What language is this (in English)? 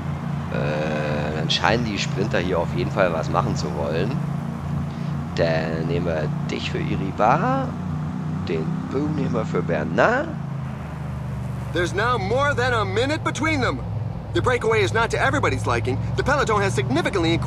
German